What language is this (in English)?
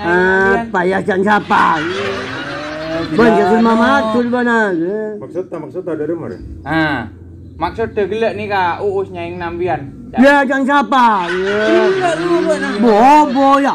Madurese